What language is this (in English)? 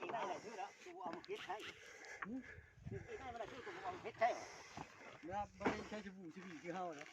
Lao